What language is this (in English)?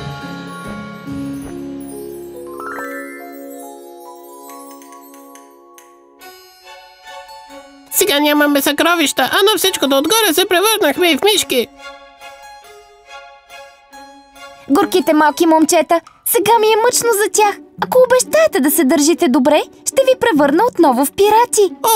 Bulgarian